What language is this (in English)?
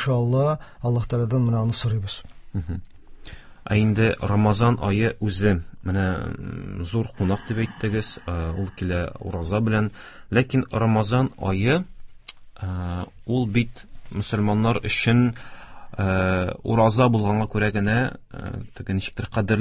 Tatar